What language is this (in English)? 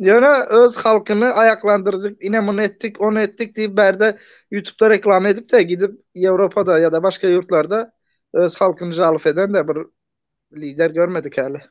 Turkmen